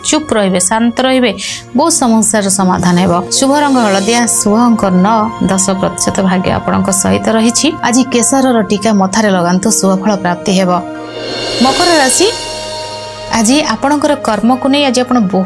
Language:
Odia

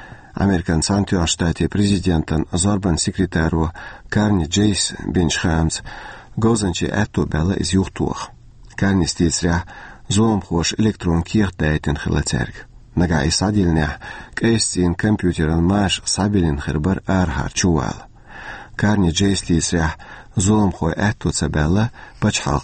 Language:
Chechen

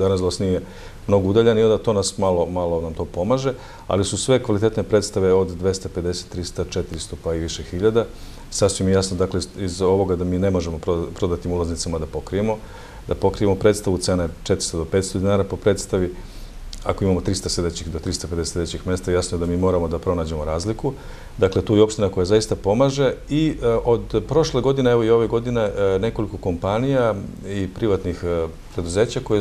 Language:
Serbian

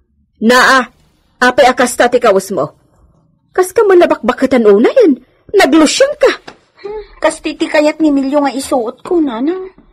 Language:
Iloko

